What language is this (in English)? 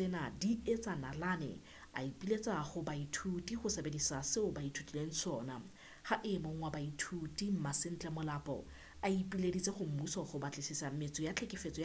Southern Sotho